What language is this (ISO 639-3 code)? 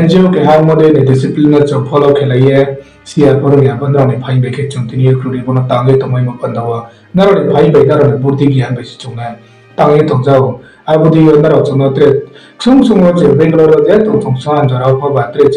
ria